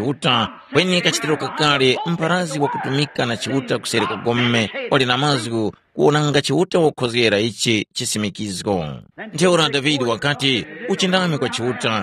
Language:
Tumbuka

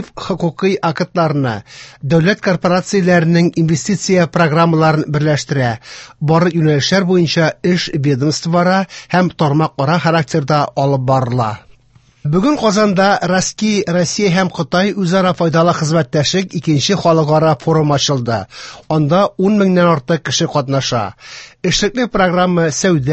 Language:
Tatar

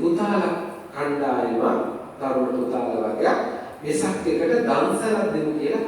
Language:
Sinhala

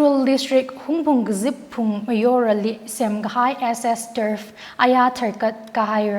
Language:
Tangkhul Naga (India)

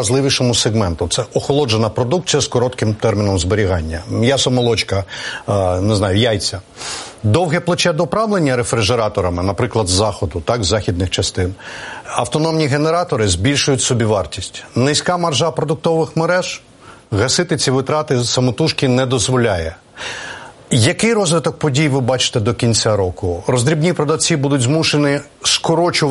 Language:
Ukrainian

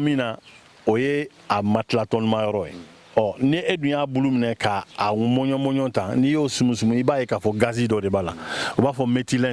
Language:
Bambara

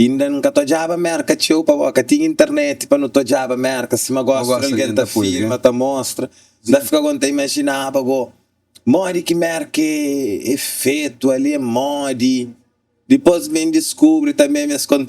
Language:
Kabuverdianu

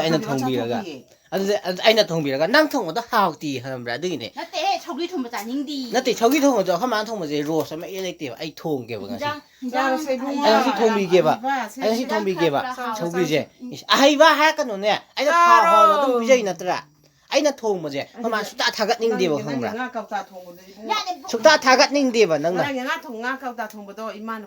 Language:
Manipuri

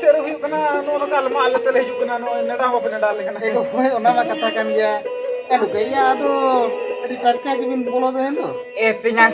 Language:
Santali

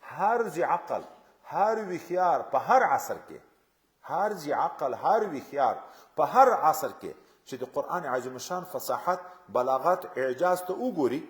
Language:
Pashto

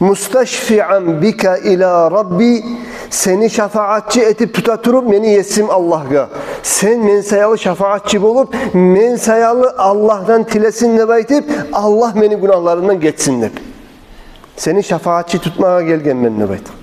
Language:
Kumyk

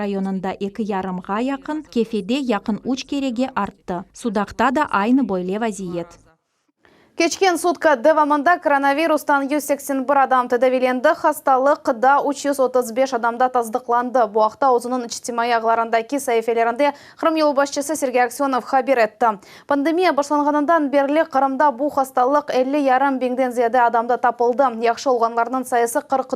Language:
Crimean Tatar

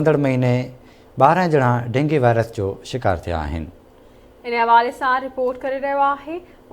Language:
Sindhi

